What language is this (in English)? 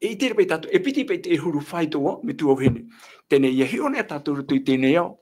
Tahitian